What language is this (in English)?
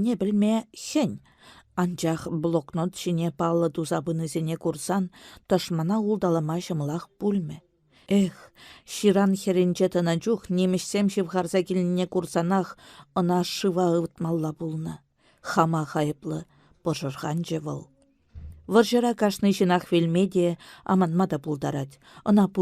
Chuvash